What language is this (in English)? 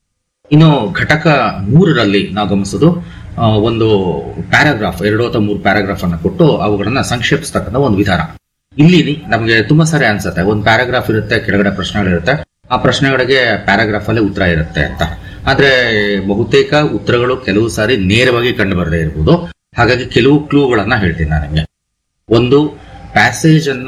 Kannada